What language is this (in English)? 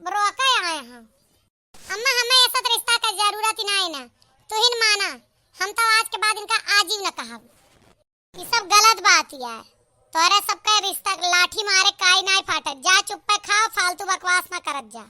Awadhi